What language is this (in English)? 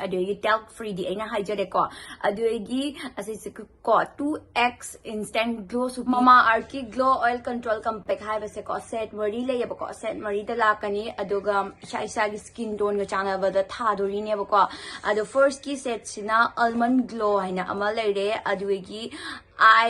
Manipuri